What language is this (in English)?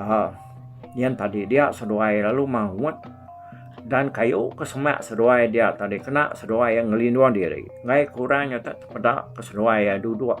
Iban